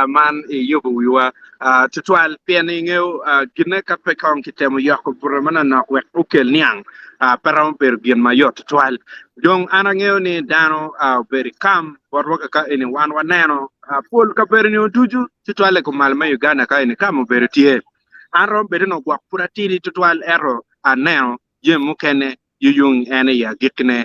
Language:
Acoli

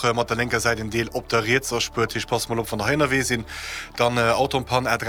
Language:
Luxembourgish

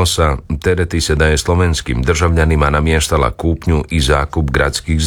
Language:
Croatian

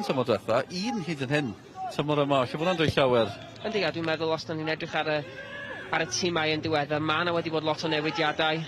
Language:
Welsh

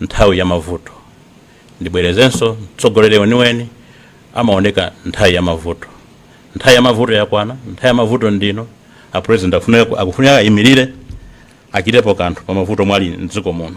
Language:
Nyanja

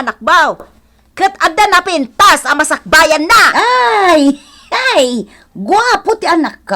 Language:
Iloko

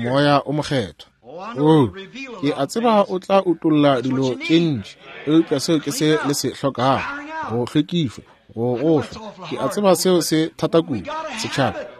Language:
Northern Sotho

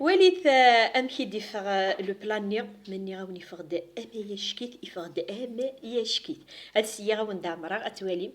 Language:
Kabyle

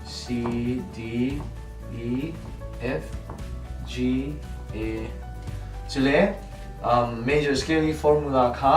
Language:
Falam Chin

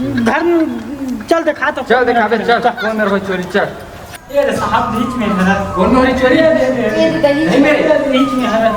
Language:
Chhattisgarhi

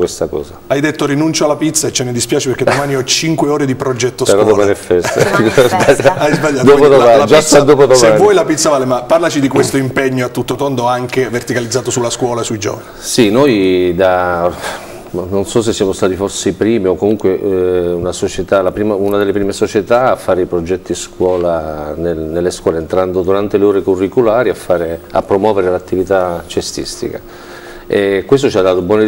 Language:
Italian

